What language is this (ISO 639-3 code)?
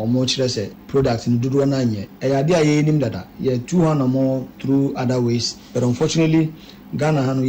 aka